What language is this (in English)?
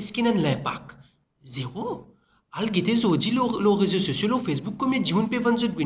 Morisyen